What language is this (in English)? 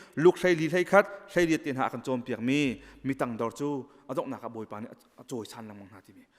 Hakha Chin